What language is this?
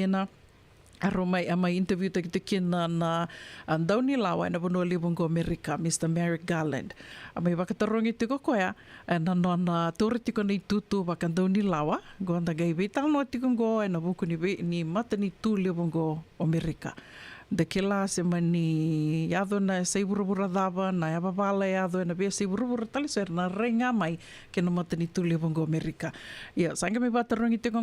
Fijian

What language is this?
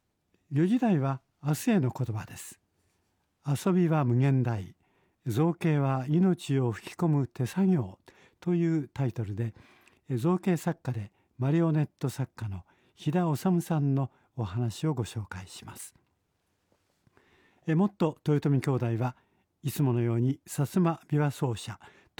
Japanese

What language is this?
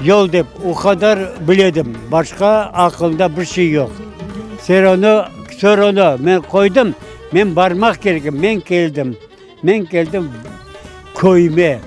Crimean Tatar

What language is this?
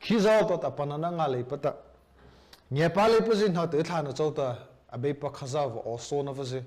Mara Chin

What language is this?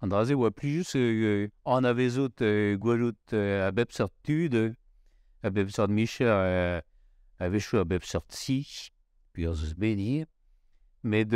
Breton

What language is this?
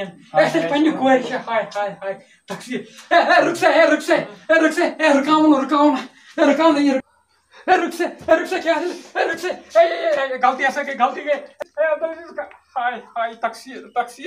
Kashmiri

